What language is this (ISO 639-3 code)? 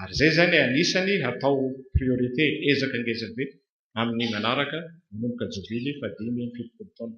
mlg